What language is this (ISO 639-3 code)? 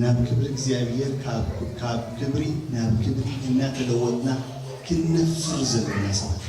tir